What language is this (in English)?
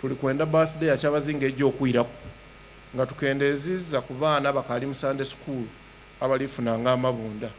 Soga